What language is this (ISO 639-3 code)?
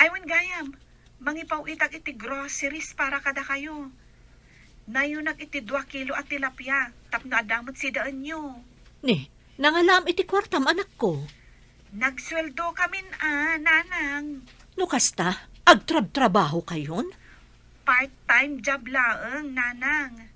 ilo